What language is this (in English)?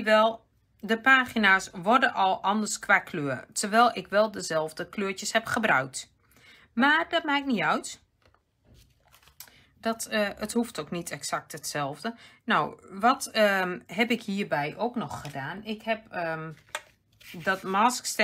Dutch